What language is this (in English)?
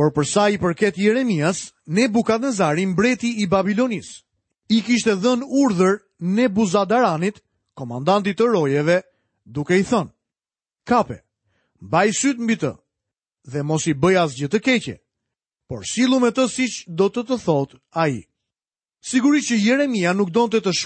Albanian